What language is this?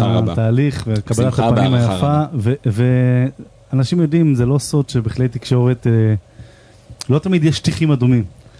Hebrew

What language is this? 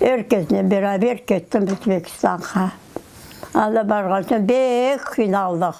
Crimean Tatar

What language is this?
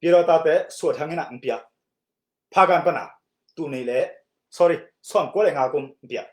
Tedim Chin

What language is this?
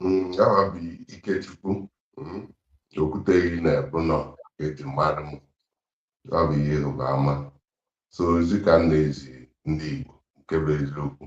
Igbo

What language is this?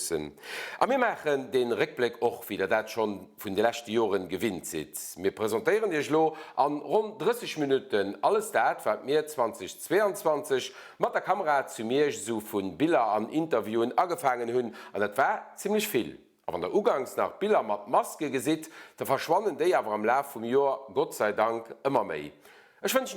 Luxembourgish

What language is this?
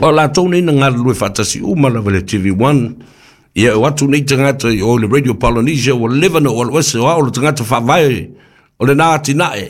Samoan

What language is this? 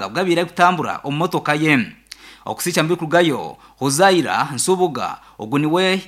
Nyankole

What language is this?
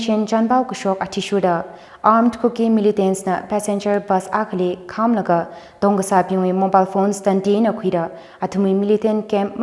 Tangkhul Naga (India)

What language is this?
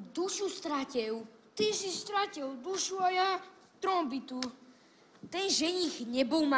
Slovak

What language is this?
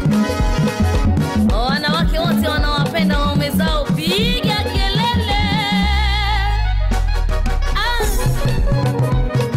Swahili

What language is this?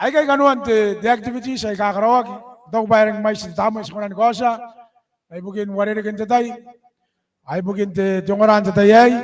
Gilbertese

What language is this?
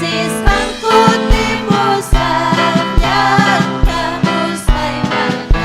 Ayacucho Quechua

